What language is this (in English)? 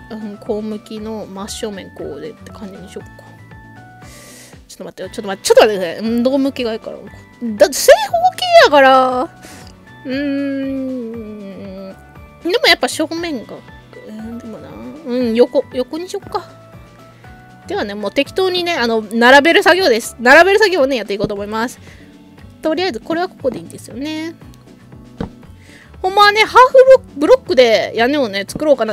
Japanese